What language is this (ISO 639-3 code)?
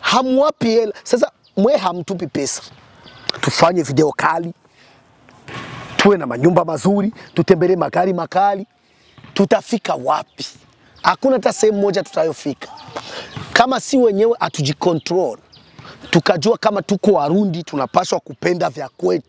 swa